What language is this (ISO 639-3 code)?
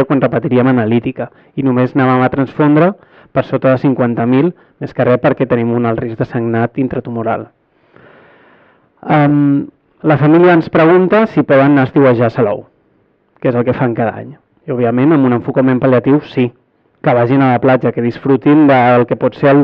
cat